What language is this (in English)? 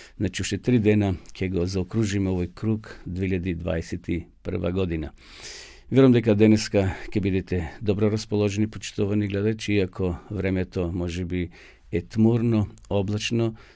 Macedonian